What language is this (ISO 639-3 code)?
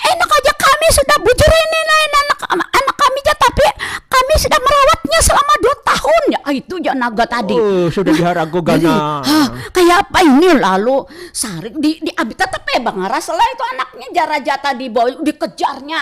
bjn